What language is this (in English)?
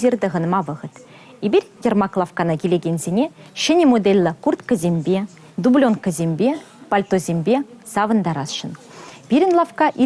Chuvash